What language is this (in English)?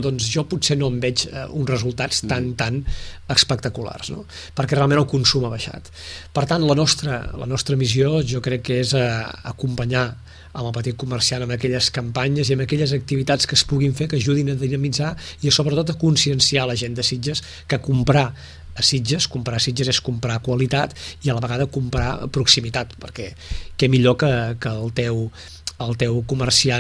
Catalan